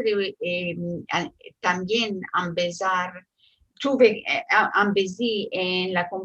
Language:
Ladino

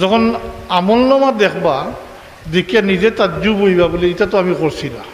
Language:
Sylheti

